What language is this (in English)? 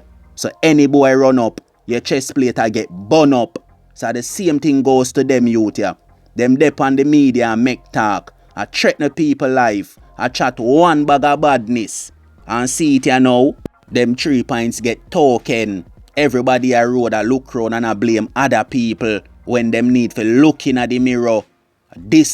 Jamaican Creole English